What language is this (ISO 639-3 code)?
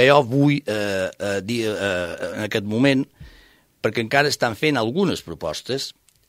cat